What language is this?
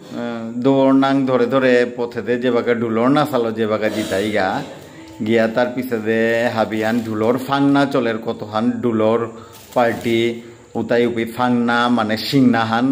Bishnupriya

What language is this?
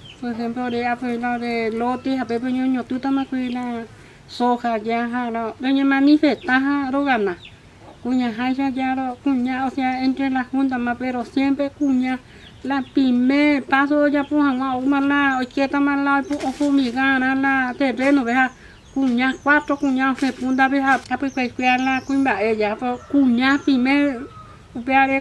Guarani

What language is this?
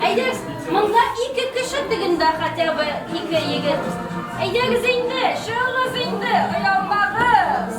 Tatar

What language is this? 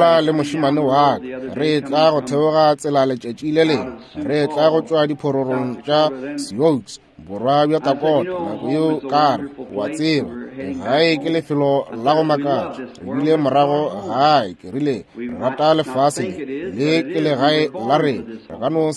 Northern Sotho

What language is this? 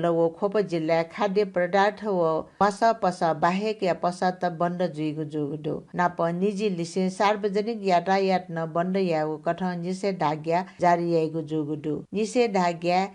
Newari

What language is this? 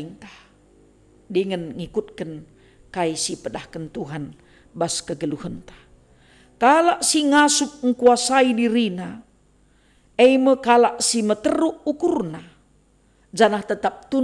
Batak Karo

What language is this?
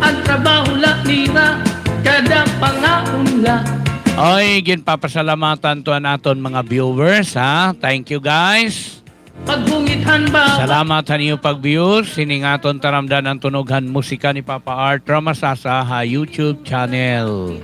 Waray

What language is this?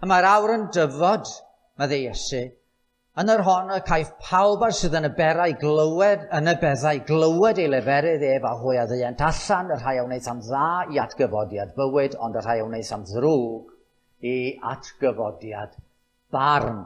Welsh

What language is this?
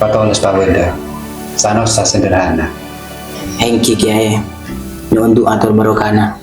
Madurese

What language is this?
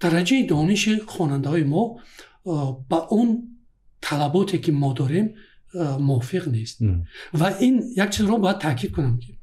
Tajik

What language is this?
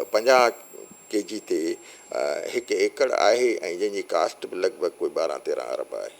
Sindhi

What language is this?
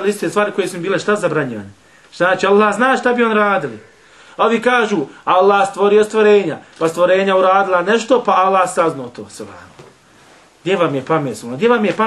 Bosnian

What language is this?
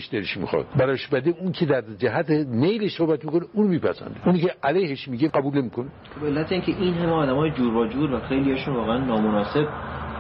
Persian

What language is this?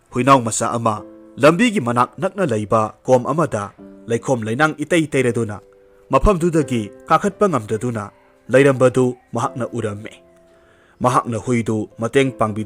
Manipuri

